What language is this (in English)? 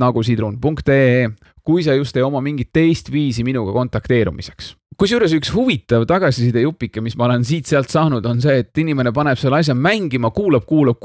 Estonian